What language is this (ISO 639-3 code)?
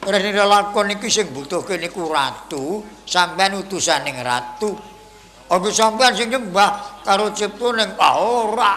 jav